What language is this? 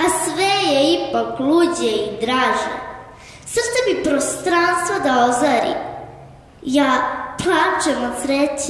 Serbian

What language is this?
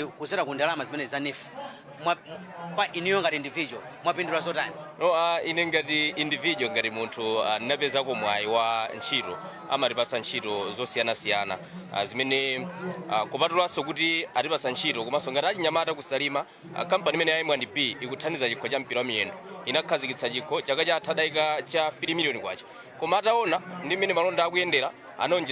Nyanja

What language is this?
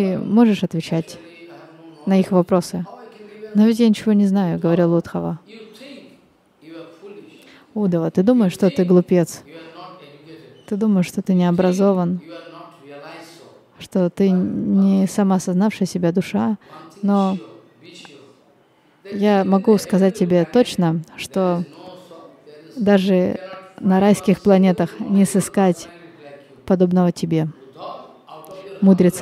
Russian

